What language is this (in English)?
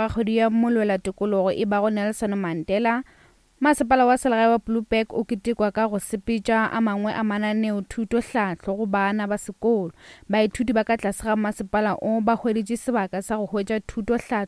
Northern Sotho